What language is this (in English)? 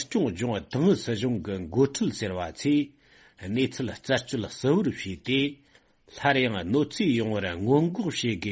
Tibetan